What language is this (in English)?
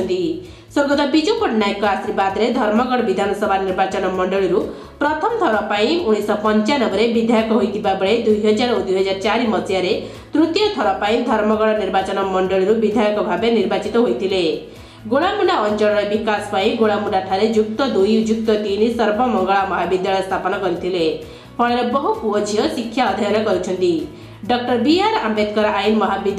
Odia